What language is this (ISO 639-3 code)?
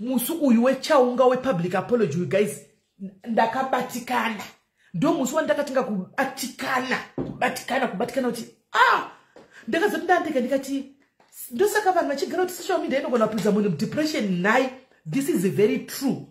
sna